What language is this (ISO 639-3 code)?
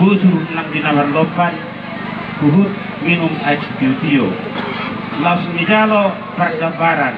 bbc